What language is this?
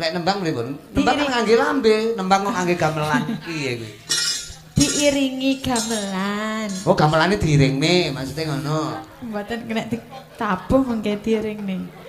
Javanese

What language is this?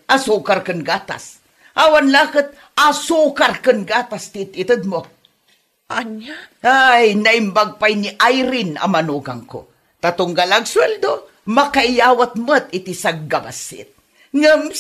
Iloko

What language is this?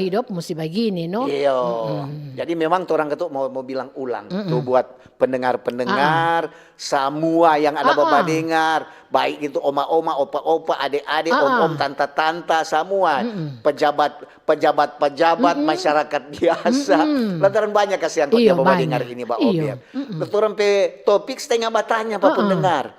Manado Malay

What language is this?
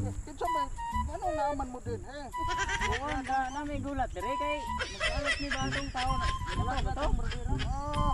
Cebuano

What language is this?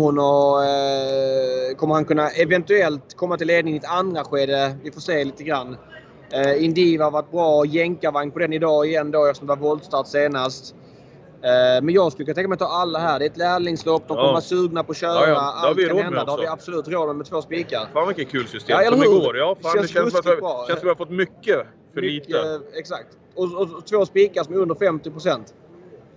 Swedish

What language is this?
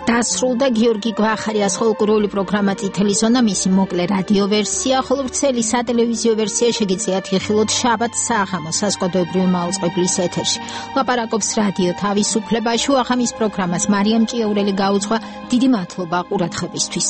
Georgian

